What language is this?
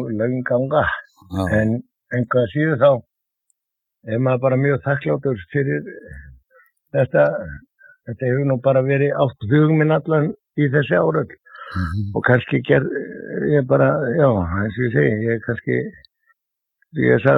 Icelandic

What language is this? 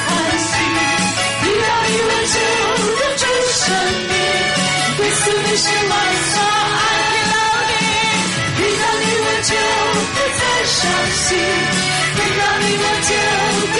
Chinese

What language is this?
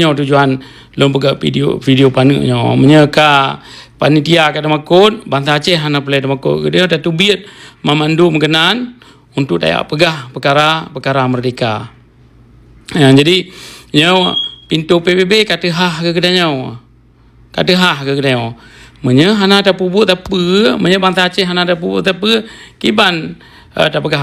Achinese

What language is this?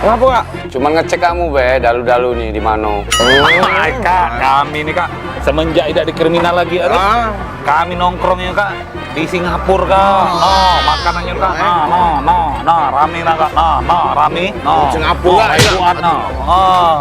Musi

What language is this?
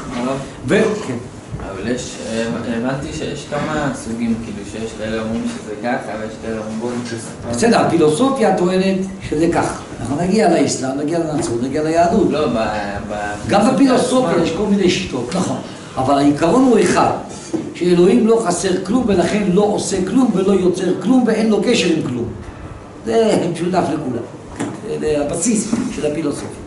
Hebrew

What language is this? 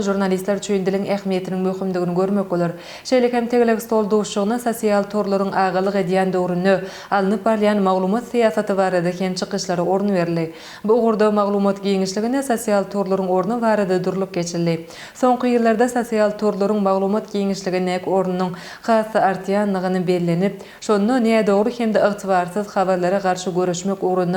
Turkmen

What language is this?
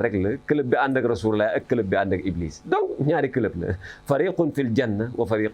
Wolof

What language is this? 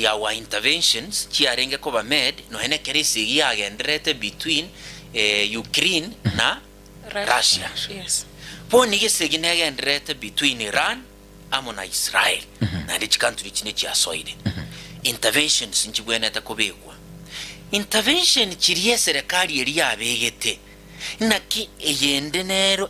Gusii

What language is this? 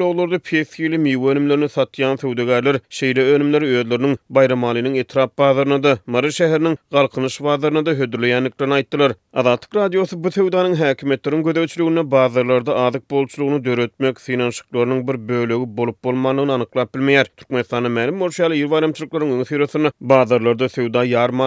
Turkmen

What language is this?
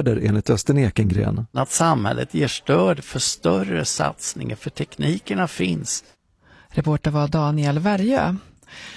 Swedish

